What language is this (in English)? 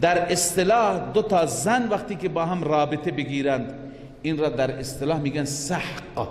Persian